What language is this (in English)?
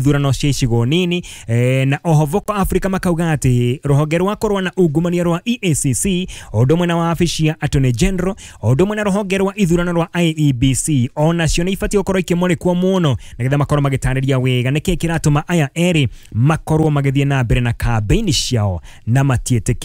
Kikuyu